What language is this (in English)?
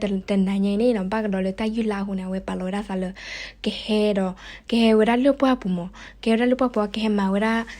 S'gaw Karen